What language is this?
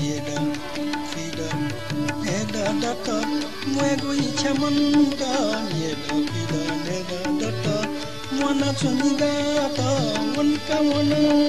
Newari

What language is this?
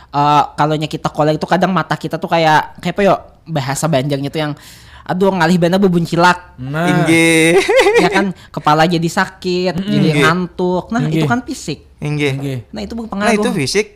Banjar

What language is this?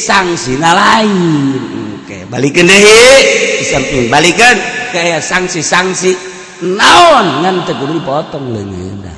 Sundanese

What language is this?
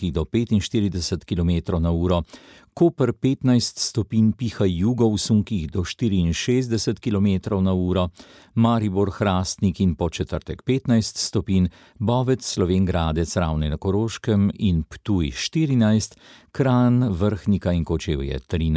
Slovenian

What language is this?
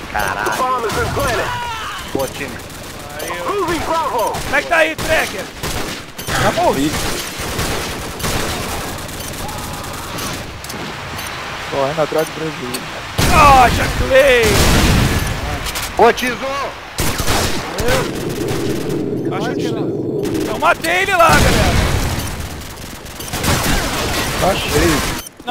Portuguese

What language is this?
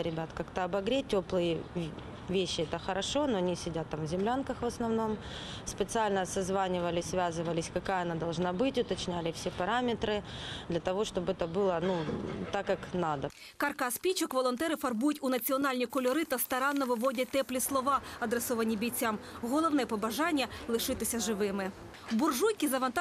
Ukrainian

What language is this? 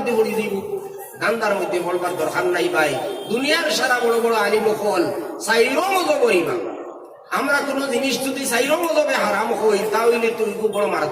Sylheti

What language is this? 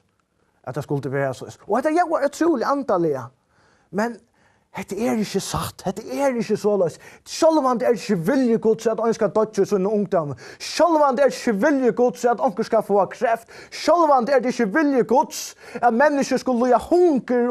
Faroese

